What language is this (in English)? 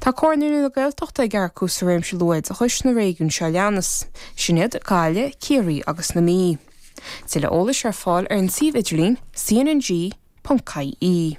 Irish